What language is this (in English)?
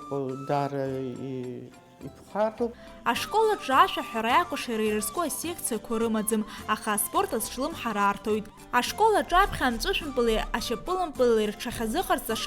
Abkhazian